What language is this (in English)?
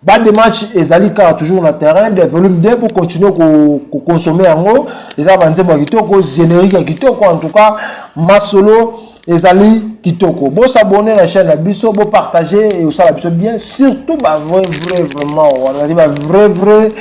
Lingala